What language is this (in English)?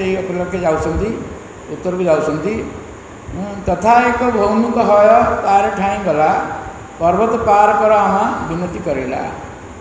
Odia